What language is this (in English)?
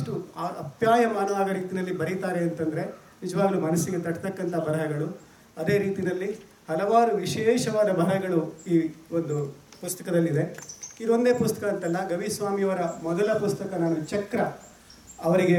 Kannada